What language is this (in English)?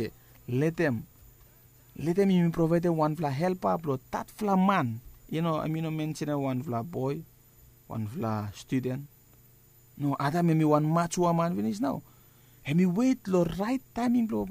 Bislama